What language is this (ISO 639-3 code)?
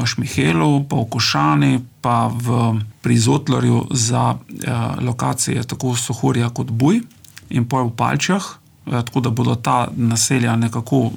slv